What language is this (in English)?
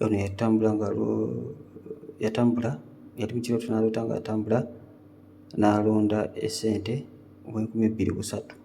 Ganda